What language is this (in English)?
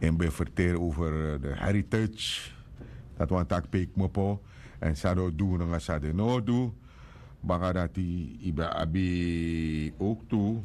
Sranan Tongo